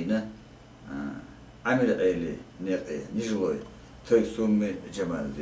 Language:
Chechen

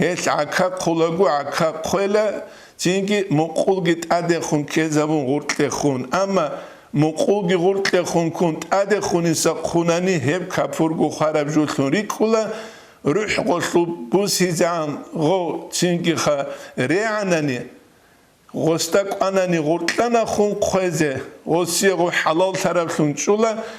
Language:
Avaric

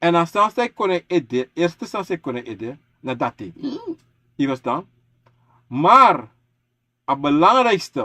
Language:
Sranan Tongo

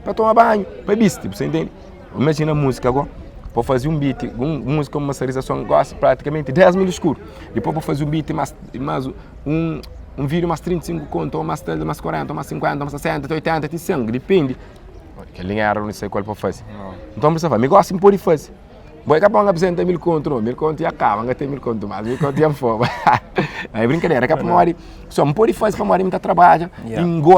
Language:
Kabuverdianu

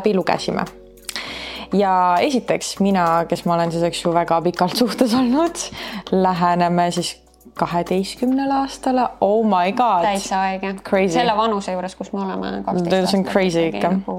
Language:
Estonian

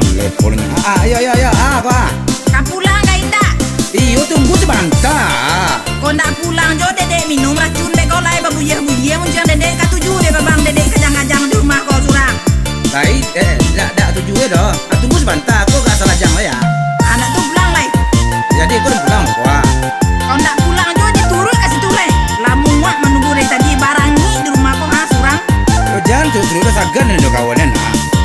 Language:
Minangkabau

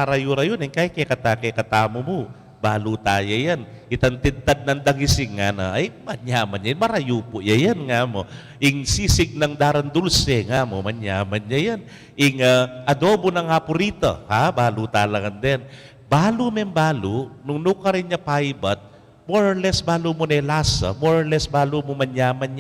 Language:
Pampanga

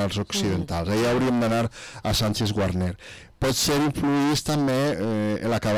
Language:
Catalan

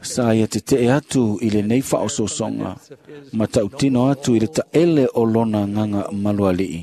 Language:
Samoan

